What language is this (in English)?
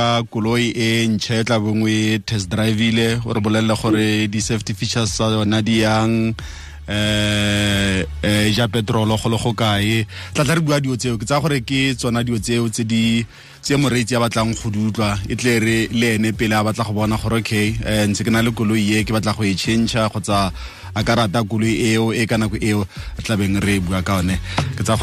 Tswana